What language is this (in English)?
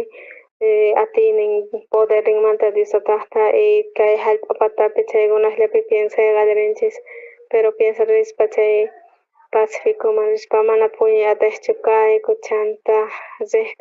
South Bolivian Quechua